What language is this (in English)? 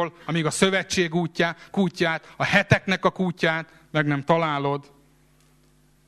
Hungarian